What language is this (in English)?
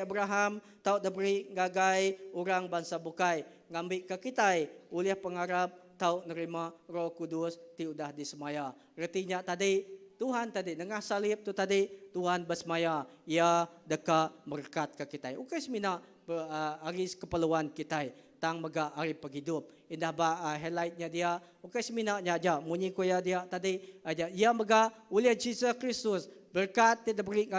Iban